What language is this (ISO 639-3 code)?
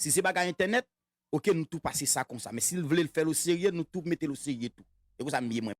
hat